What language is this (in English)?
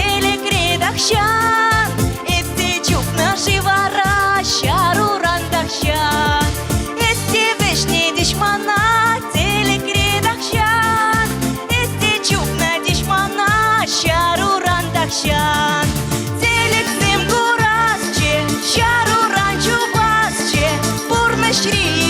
Chuvash